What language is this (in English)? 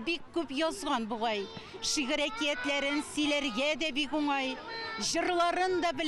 Tatar